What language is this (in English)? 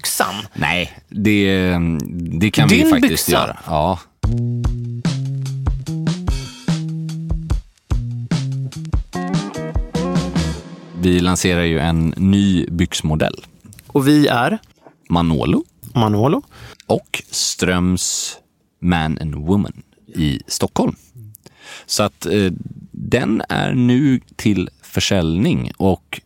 Swedish